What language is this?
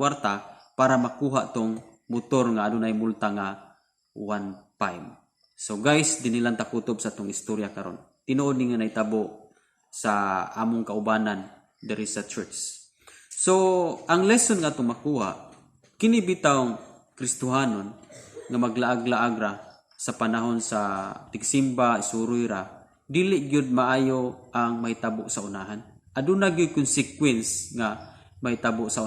Cebuano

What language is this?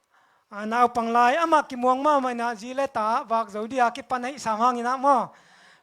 Tedim Chin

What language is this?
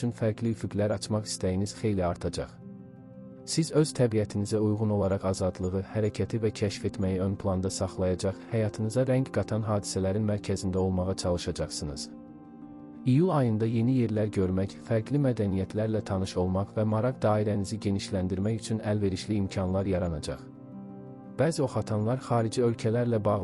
Azerbaijani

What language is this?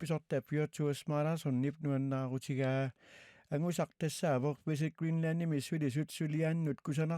Kalaallisut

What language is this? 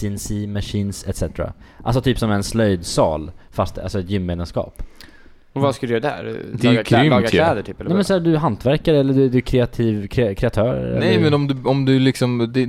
Swedish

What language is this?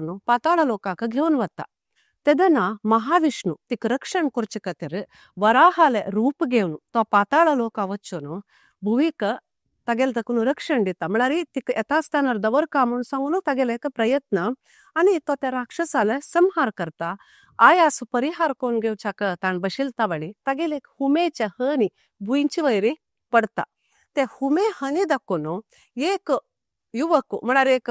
Konkani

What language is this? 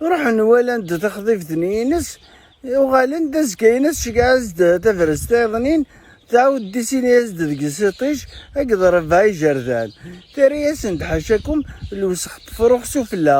Kabyle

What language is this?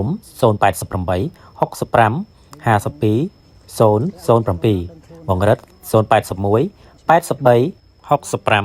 Khmer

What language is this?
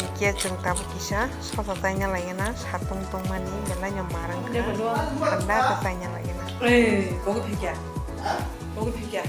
Kok Borok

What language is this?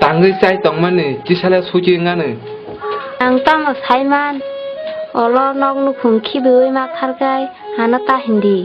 Kok Borok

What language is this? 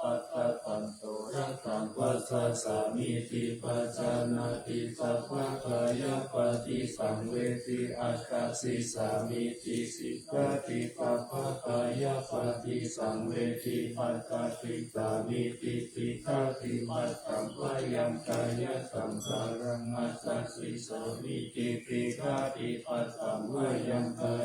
Pali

